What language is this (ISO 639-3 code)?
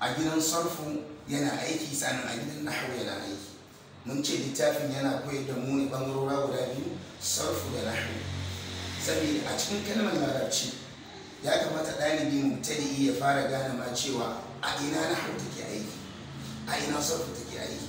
hau